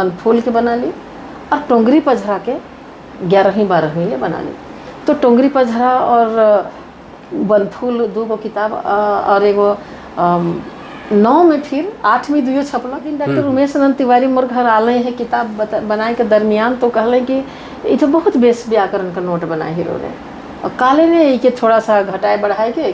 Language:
Sadri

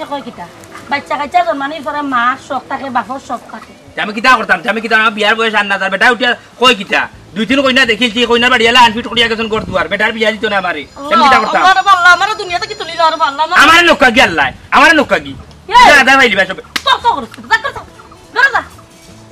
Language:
Sylheti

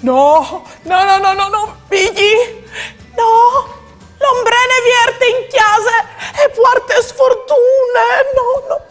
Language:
Friulian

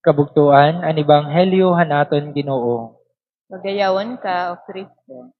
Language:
Waray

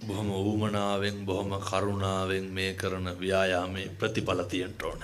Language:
Sinhala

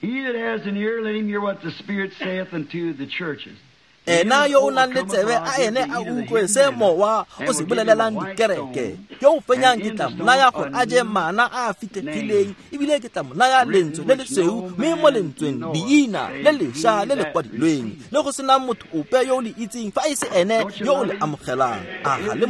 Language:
Tswana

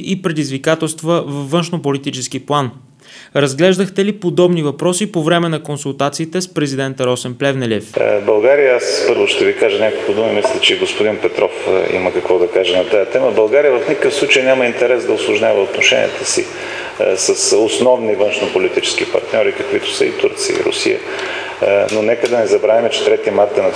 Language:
Bulgarian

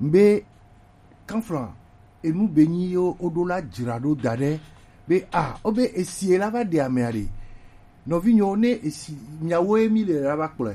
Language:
Gen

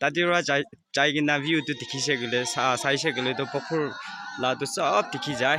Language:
Naga Pidgin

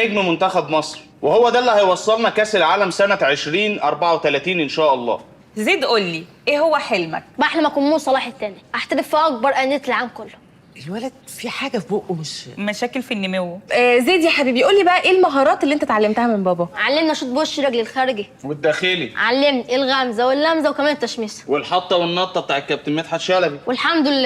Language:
Egyptian Arabic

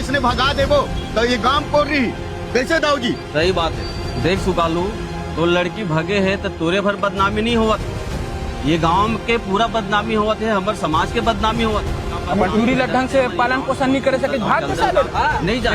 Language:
Chhattisgarhi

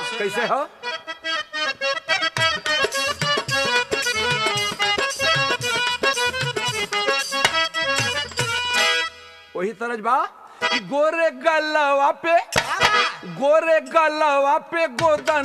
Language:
Bhojpuri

